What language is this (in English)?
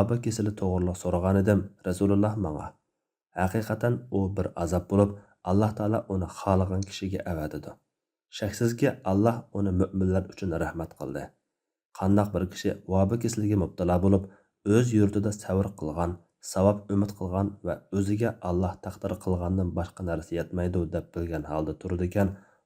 Uyghur